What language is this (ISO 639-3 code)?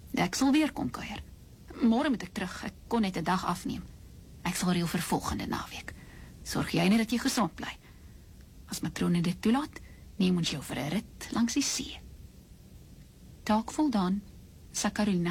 afr